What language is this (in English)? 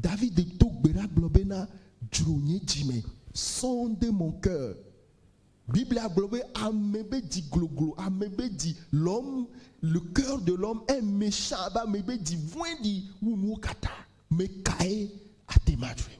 Ewe